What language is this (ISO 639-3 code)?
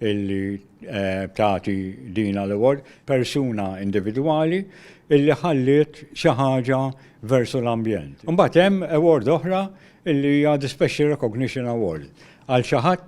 mlt